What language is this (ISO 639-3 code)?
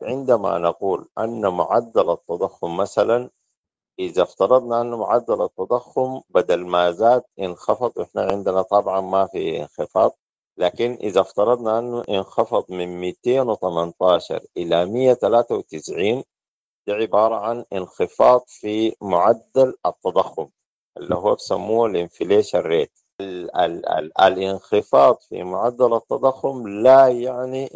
apd